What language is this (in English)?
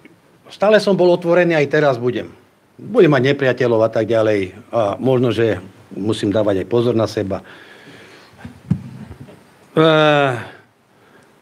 Slovak